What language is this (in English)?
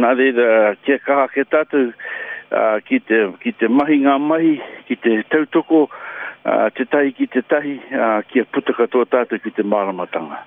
Māori